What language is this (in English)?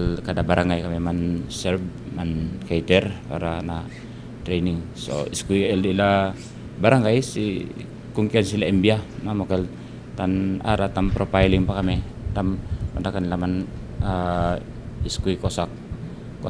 Chavacano